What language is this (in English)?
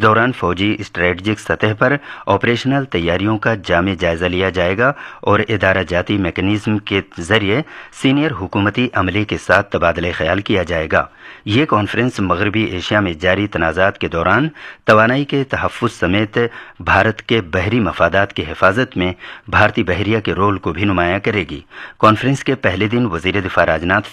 Urdu